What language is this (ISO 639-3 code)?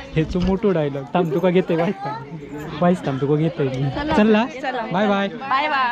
kok